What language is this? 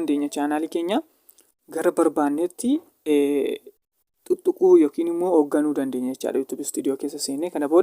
Oromo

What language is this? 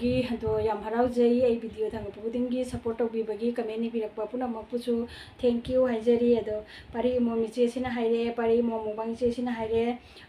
Manipuri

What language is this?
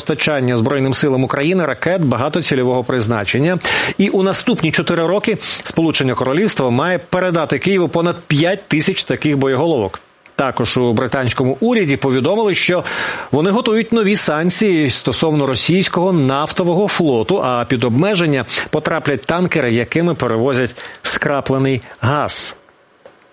Ukrainian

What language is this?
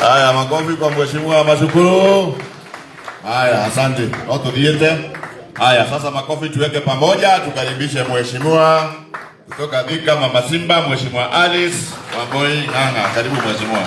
Kikuyu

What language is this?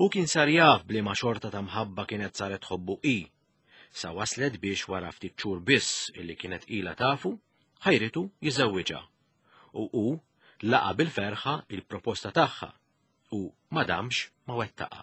Maltese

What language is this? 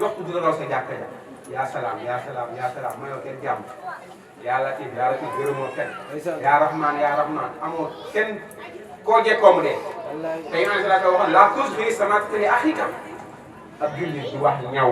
Wolof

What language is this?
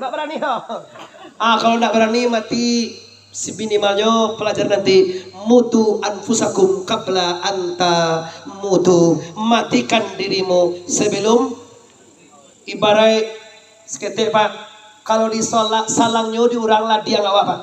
Minangkabau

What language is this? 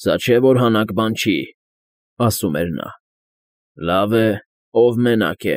Armenian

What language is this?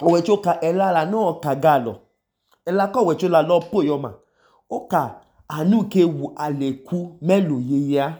Idoma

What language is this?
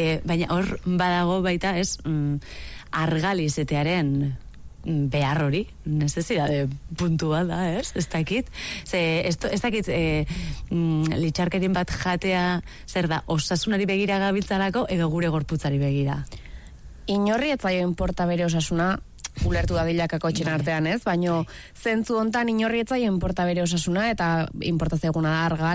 Basque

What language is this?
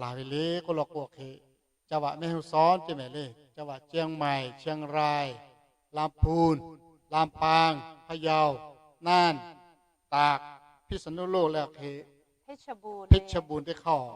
Lahu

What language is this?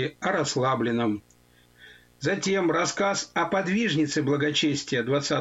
Russian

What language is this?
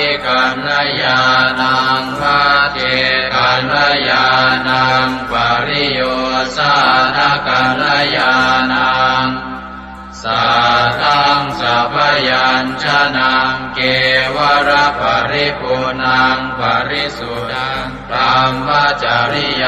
Pali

